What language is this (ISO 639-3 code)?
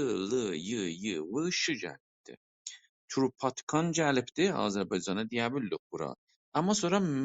azb